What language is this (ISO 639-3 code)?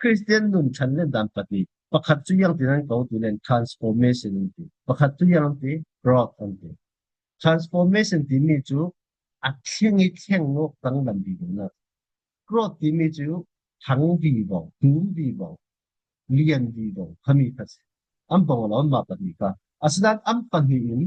cfm